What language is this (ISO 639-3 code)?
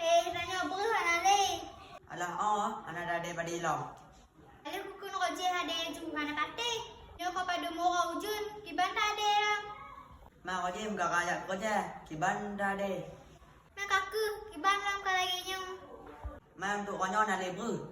ace